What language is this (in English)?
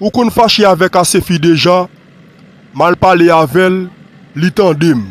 Haitian Creole